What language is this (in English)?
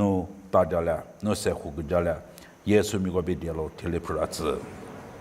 Lisu